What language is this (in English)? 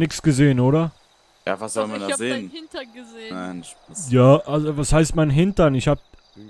Swiss German